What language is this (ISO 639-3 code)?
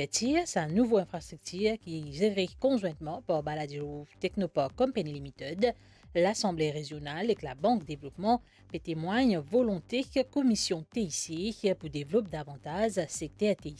mfe